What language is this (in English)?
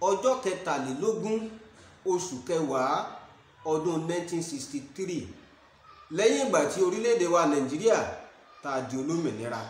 Yoruba